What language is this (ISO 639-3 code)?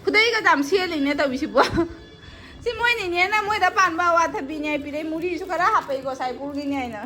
mni